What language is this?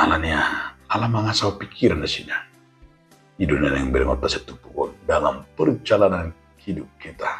Batak Toba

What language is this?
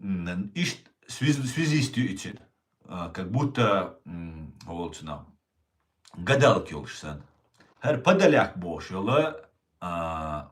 Chechen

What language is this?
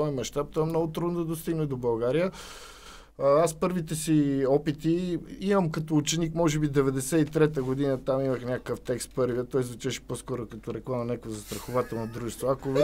Bulgarian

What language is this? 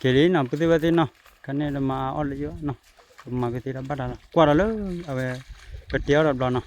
S'gaw Karen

